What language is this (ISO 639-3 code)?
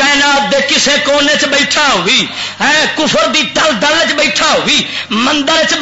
lah